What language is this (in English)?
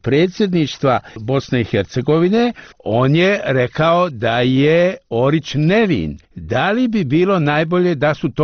Bosnian